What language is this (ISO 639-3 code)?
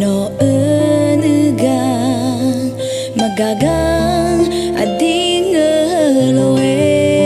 ahk